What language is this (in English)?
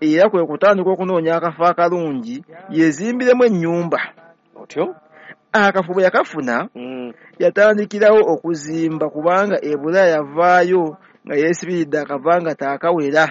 Ganda